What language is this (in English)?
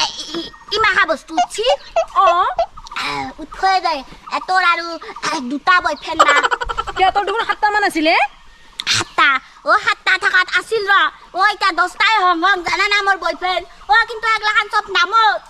Assamese